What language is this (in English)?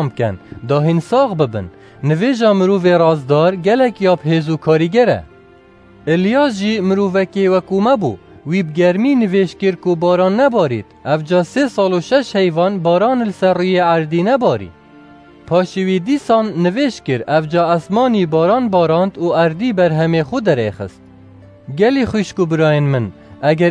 Kurdish